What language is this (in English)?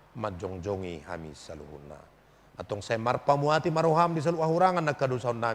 Batak Toba